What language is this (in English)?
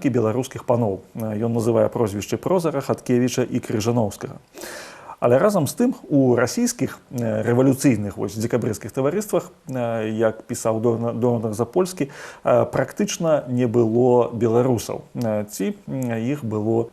Belarusian